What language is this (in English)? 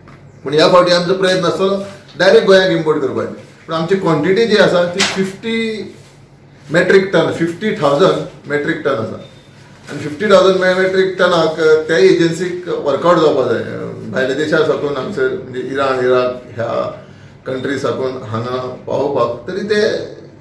Konkani